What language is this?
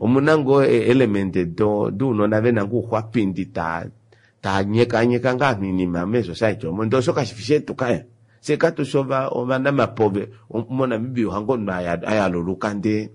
Kuanyama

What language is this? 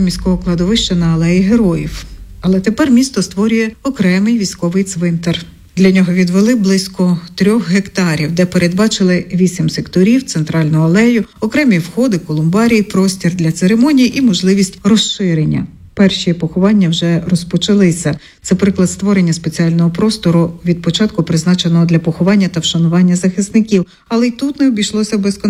Ukrainian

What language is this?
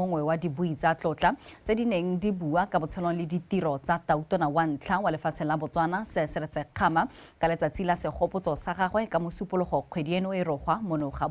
Tswana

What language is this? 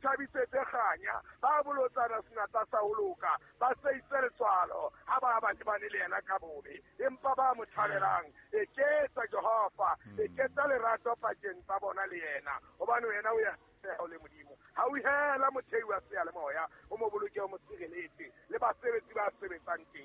Southern Sotho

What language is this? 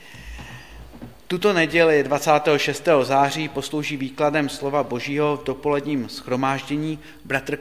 Czech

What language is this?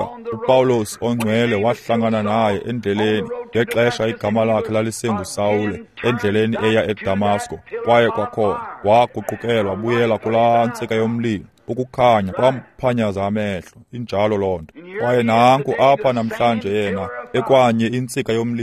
Xhosa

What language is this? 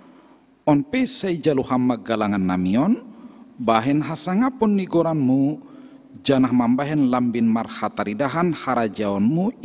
Batak Simalungun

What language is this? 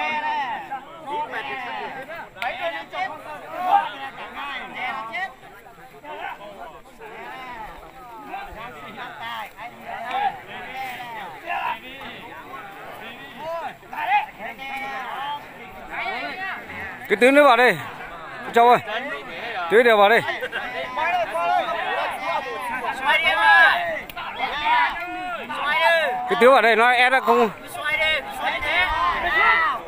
Vietnamese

